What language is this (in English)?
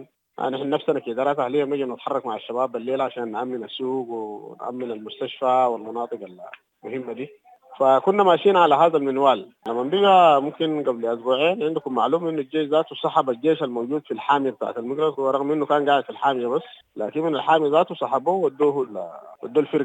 Sudanese Arabic